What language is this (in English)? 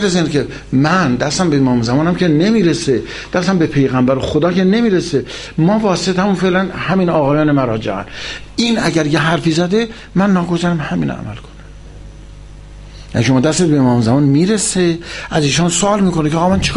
Persian